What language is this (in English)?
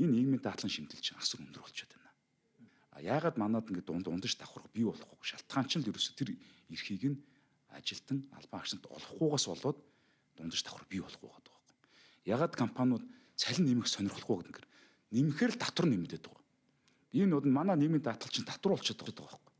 Mongolian